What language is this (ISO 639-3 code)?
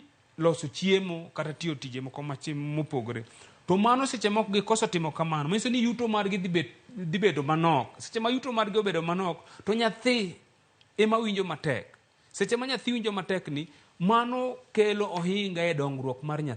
luo